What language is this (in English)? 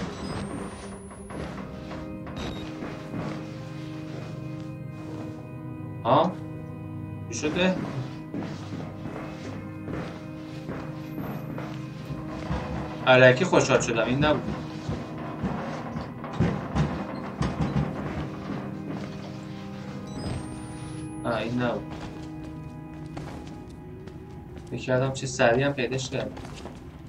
Persian